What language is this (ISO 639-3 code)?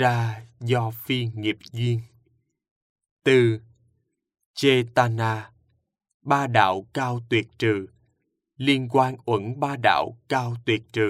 vie